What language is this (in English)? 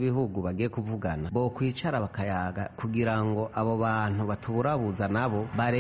Kinyarwanda